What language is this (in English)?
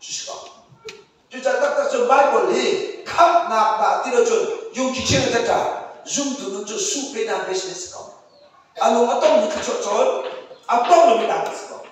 Hakha Chin